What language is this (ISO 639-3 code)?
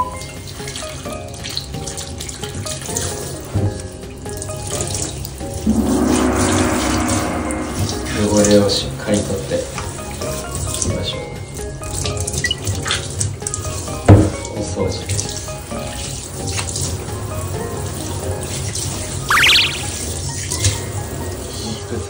jpn